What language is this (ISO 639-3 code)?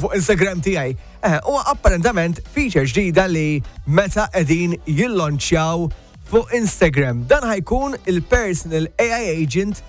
mlt